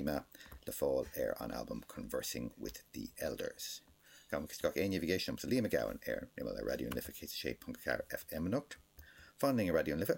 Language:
Irish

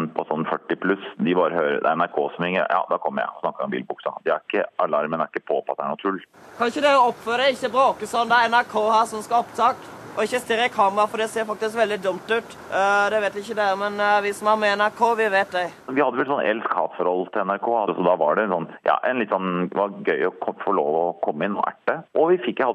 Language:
Norwegian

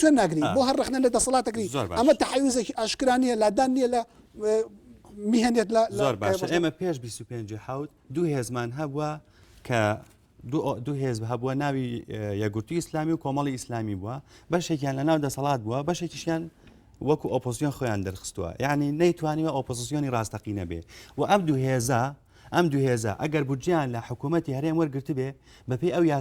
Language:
Central Kurdish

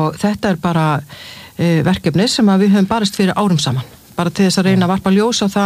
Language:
Icelandic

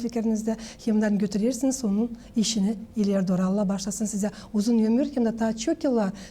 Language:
Gagauz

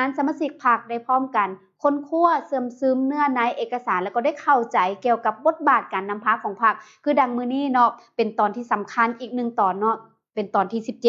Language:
Lao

